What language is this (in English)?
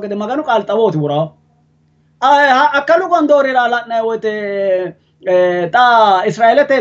Sidamo